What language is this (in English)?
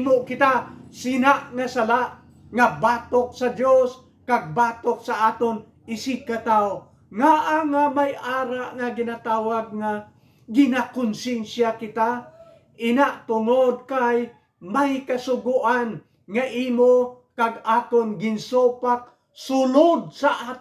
Hiligaynon